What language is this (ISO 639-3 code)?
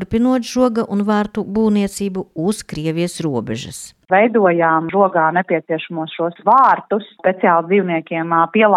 lav